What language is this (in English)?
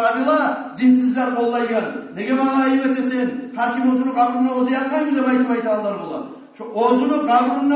Kumyk